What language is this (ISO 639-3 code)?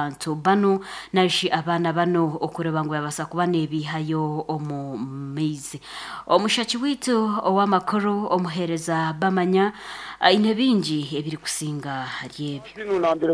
nyn